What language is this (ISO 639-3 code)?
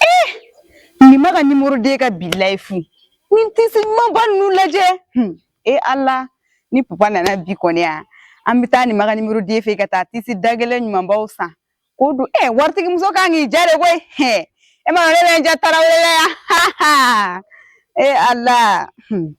bam